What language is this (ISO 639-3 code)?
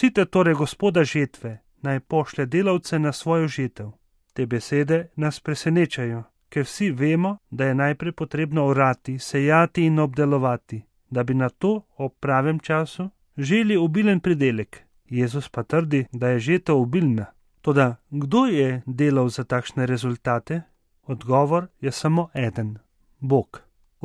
slv